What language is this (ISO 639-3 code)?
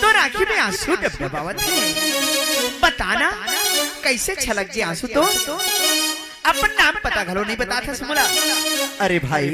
hne